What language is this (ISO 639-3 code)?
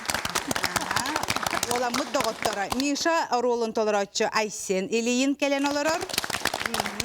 sah